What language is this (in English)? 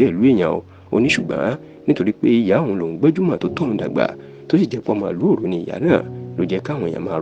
Yoruba